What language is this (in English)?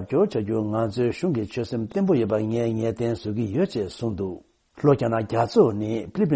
Tibetan